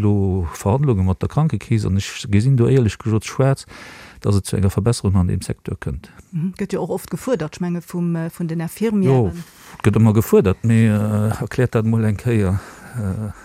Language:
Luxembourgish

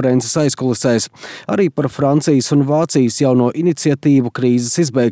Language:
Latvian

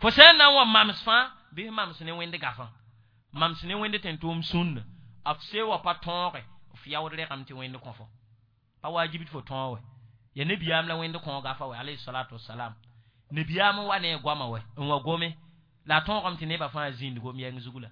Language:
Mossi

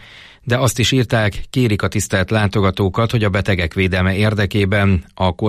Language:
Hungarian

